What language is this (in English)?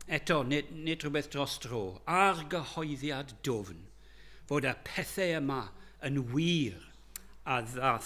Welsh